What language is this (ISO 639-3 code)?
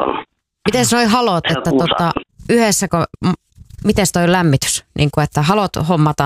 fin